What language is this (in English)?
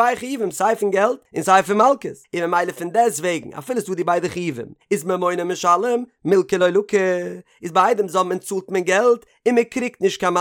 Yiddish